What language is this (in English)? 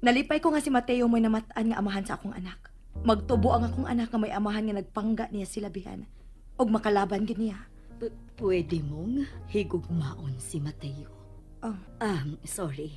Cebuano